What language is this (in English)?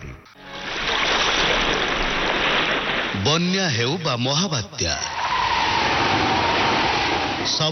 Odia